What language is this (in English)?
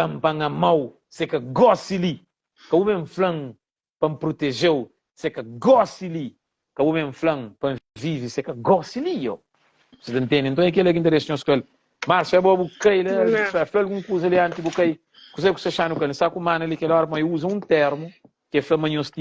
Kabuverdianu